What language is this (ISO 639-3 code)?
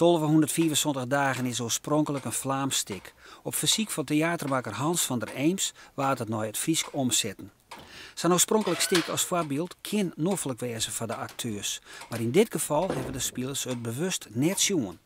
fry